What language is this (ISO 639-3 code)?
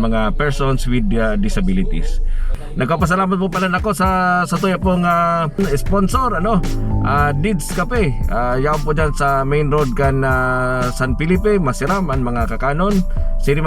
bik